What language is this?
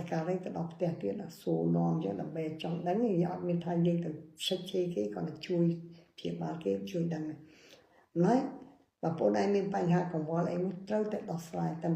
Khmer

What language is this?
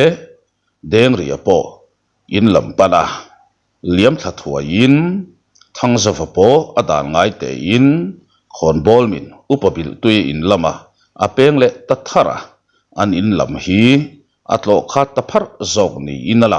Mizo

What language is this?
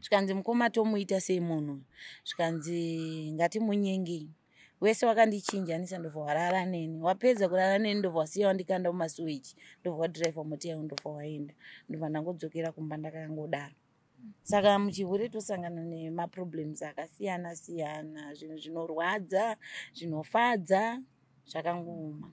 Shona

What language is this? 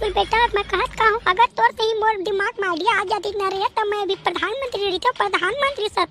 Chhattisgarhi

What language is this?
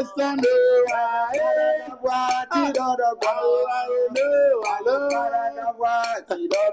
Ewe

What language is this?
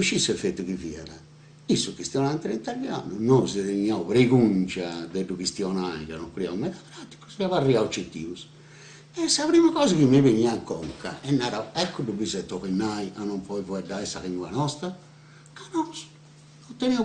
Sardinian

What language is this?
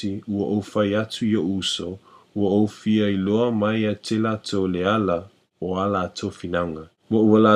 Samoan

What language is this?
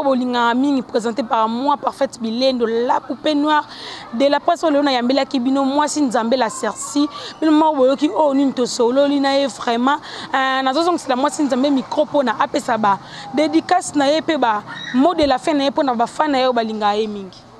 Lingala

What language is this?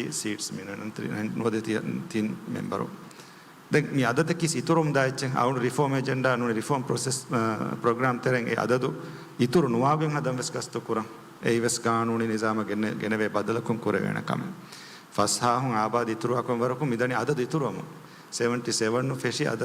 Divehi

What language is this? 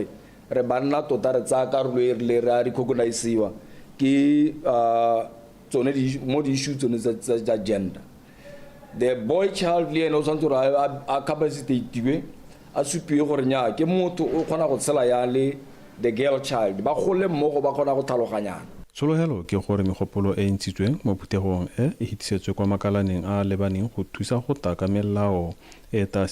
Tswana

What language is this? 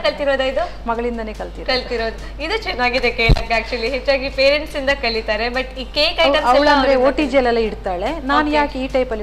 Kannada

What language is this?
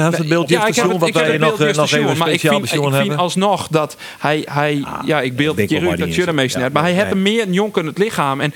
Western Frisian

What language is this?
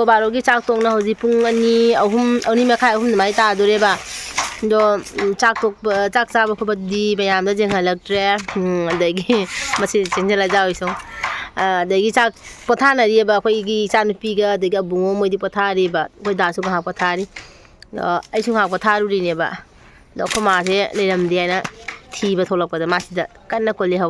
Manipuri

